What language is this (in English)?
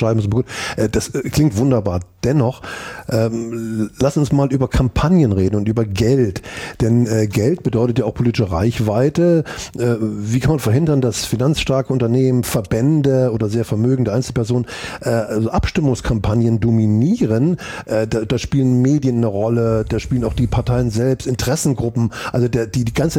German